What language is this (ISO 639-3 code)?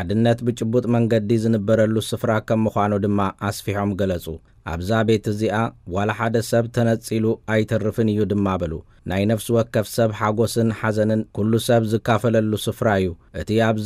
tir